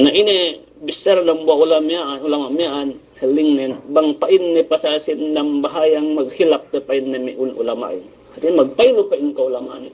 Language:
Yakan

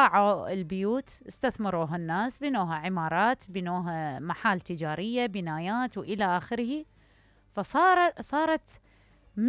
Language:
Mesopotamian Arabic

